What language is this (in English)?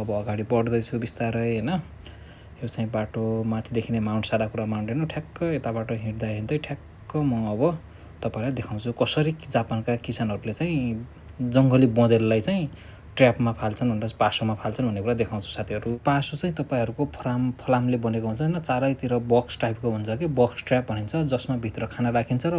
Nepali